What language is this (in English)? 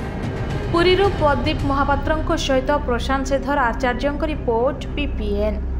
Odia